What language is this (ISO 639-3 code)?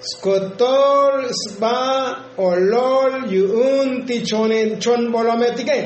tzo